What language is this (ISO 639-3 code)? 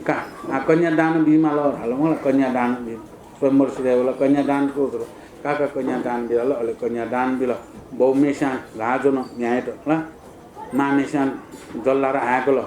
new